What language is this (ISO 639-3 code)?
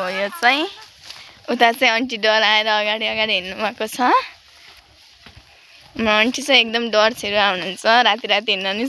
nep